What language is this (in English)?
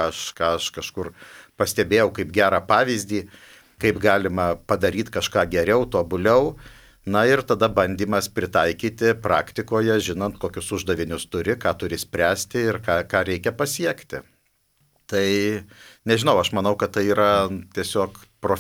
Lithuanian